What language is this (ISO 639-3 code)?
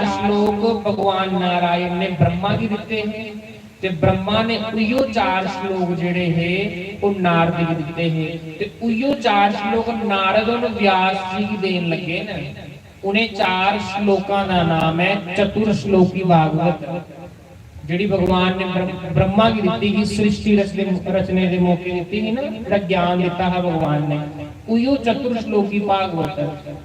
doi